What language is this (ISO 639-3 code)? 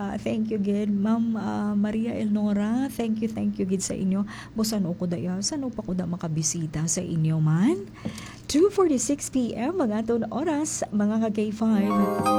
hil